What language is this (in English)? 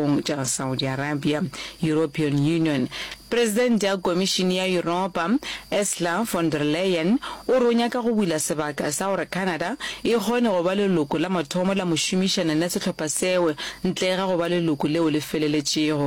Northern Sotho